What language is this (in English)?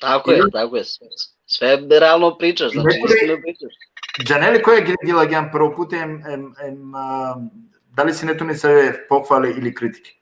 Balkan Romani